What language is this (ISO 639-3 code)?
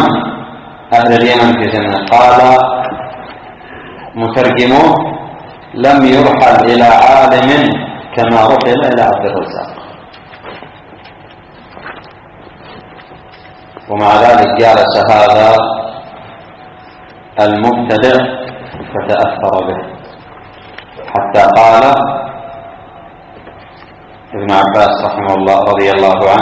ara